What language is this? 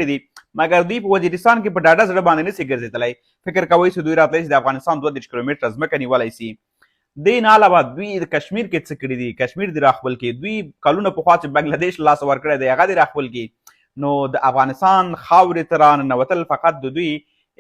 Pashto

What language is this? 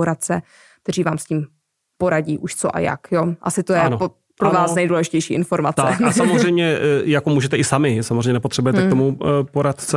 Czech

